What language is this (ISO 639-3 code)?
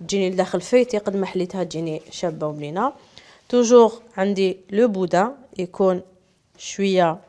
arq